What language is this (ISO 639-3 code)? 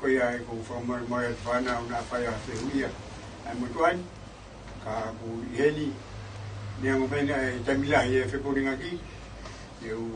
ton